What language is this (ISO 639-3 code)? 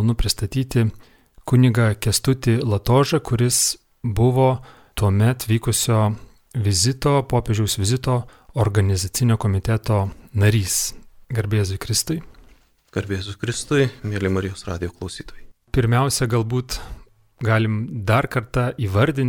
lit